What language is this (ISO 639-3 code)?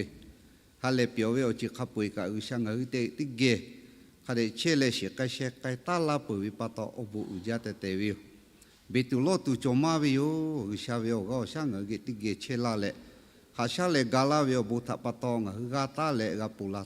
lhu